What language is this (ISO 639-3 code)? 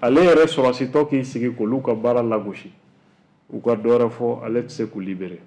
bam